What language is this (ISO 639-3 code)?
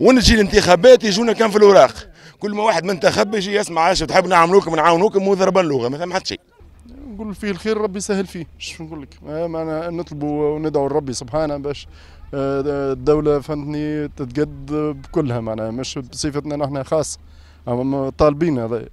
aeb